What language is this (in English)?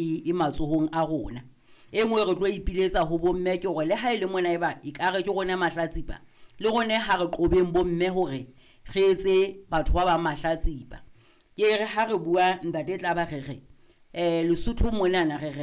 Southern Sotho